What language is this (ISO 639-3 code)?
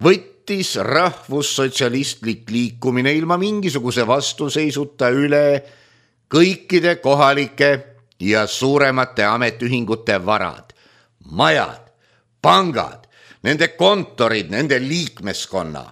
est